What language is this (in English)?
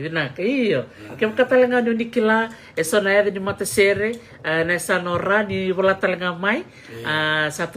Fijian